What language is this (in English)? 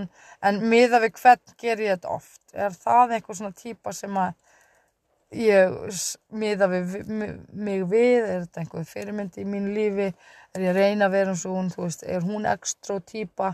Icelandic